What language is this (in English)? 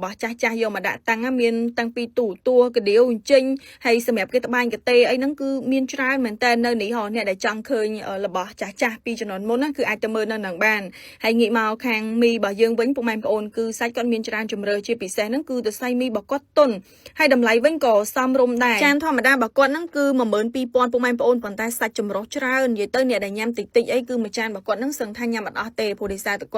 Khmer